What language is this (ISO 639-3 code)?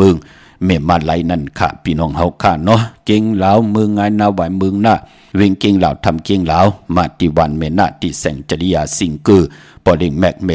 shn